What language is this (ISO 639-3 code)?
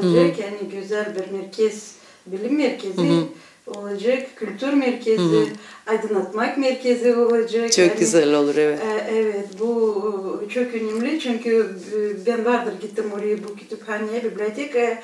gag